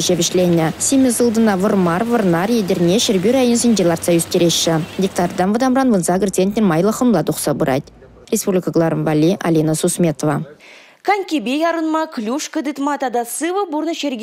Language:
Chuvash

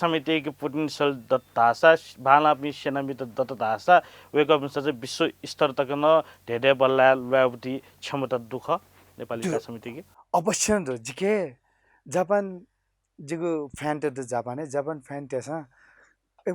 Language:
Newari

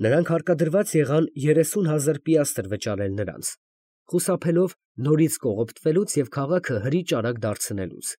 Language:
Armenian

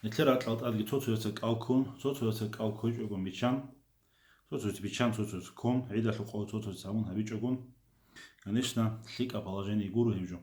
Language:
Avaric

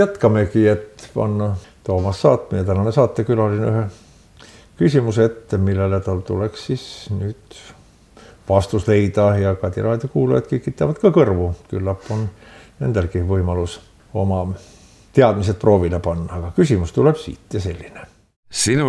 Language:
Estonian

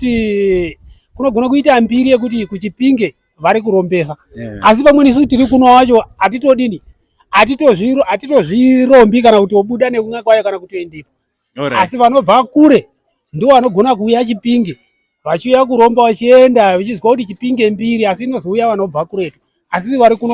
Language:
Shona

